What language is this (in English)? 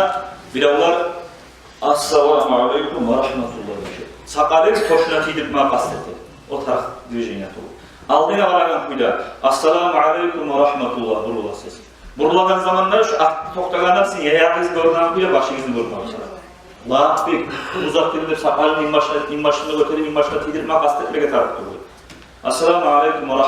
Kumyk